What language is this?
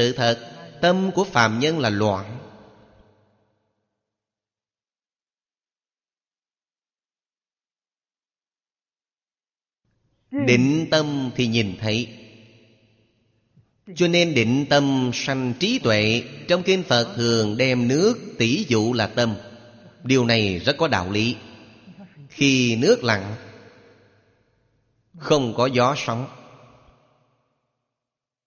Vietnamese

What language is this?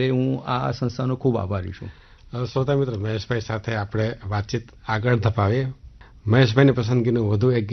Gujarati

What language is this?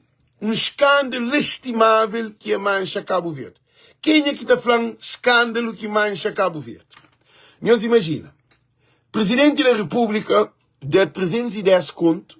Kabuverdianu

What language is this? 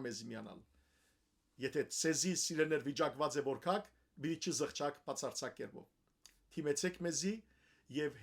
Western Armenian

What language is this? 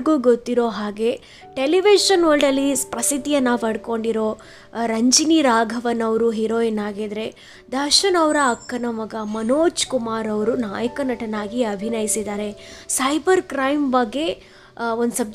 Kannada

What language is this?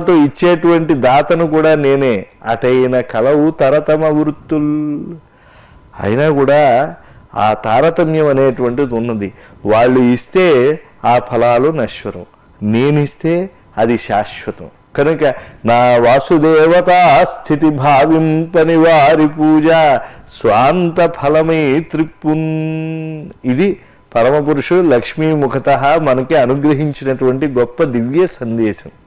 Telugu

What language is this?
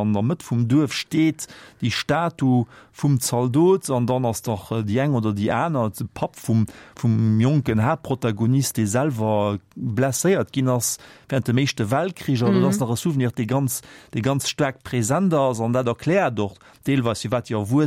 Luxembourgish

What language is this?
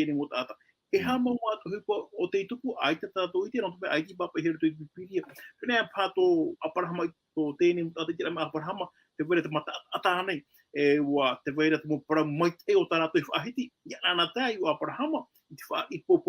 Tahitian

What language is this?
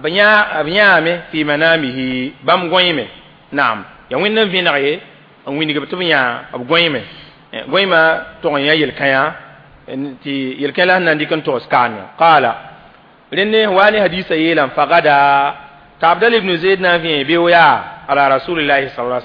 Mossi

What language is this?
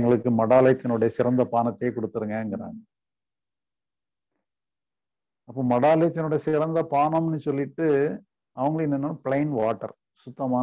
Tamil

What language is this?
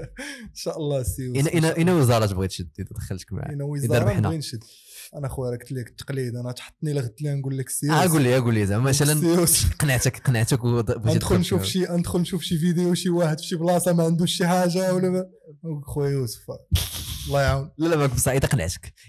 Moroccan Arabic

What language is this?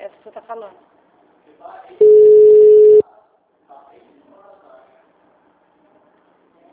Portuguese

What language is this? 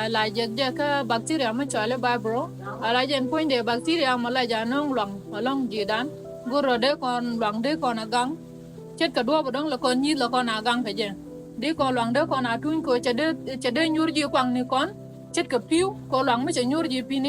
Nuer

